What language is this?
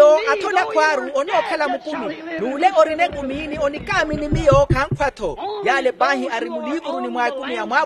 Makhuwa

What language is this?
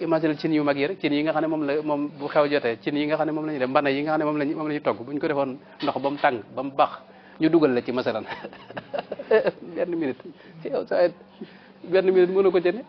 Wolof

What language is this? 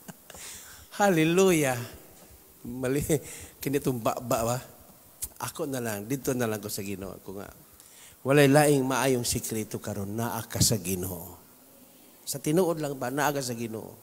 Cebuano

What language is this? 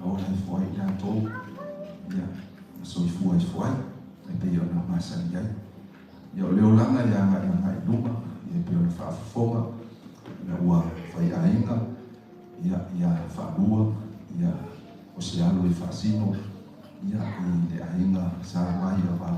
Samoan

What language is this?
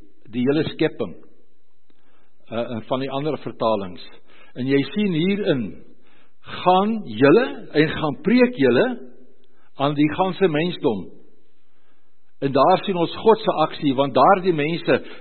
Afrikaans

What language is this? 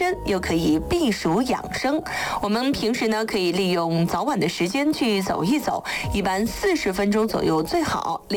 Chinese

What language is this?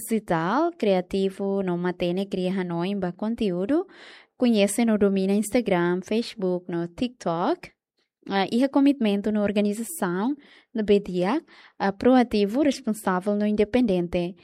Tetum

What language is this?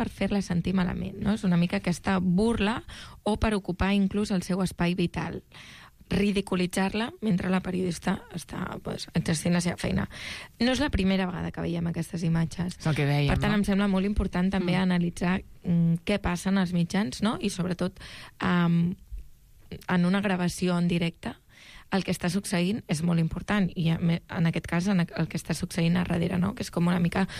Catalan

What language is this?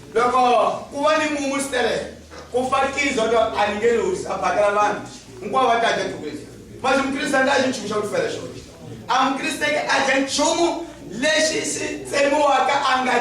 Tsonga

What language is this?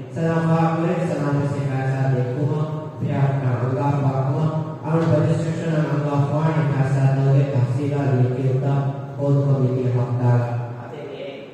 Divehi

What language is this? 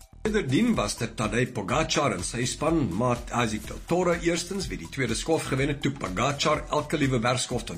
Afrikaans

